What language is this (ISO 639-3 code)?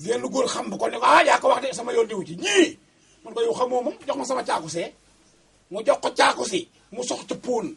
wol